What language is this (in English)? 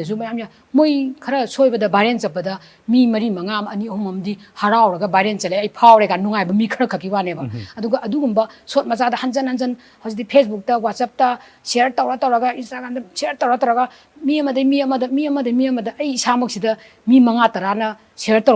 Manipuri